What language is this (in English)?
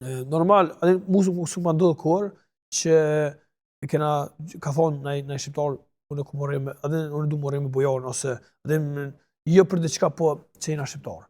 Albanian